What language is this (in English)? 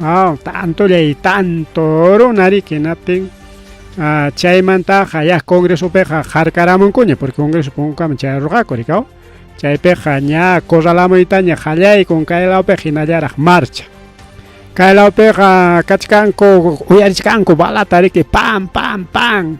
Ayacucho Quechua